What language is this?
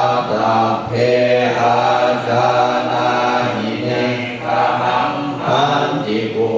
Pali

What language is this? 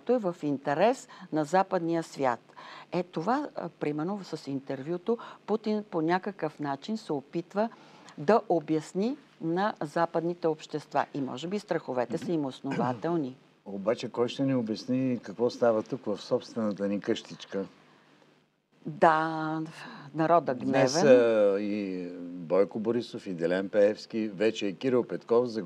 Bulgarian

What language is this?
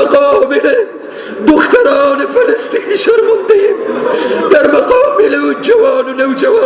Persian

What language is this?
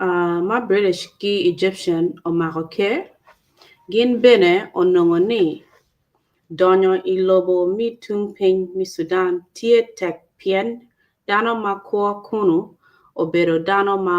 Acoli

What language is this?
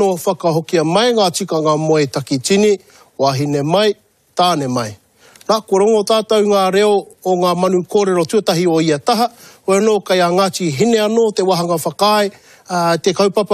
Māori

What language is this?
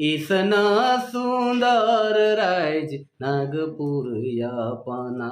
Sadri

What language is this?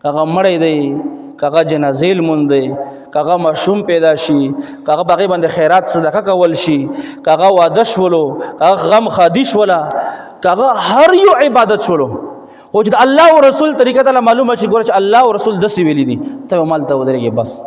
Pashto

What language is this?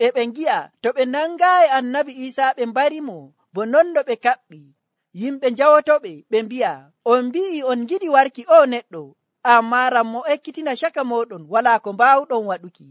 Nigerian Fulfulde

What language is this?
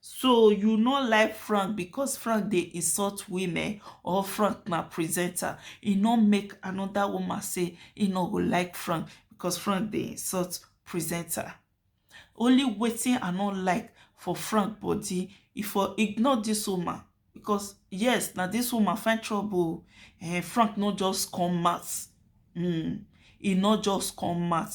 Nigerian Pidgin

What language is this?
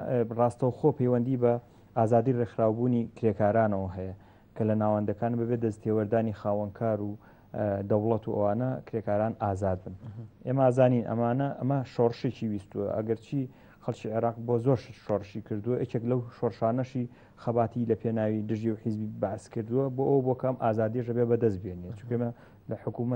Central Kurdish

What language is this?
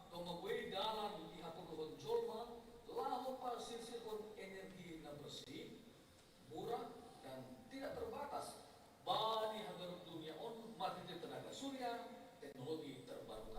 Batak Simalungun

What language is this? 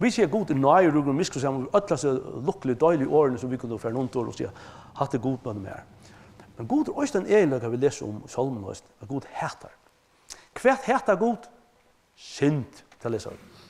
Faroese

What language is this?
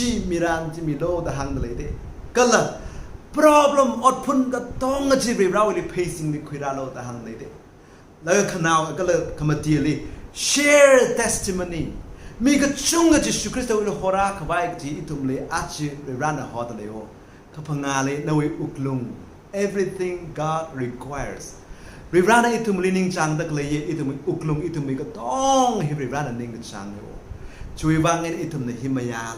Tangkhul Naga (India)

